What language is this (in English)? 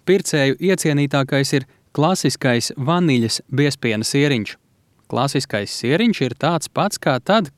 Latvian